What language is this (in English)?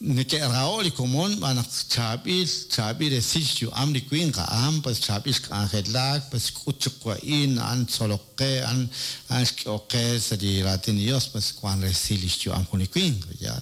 Kekchí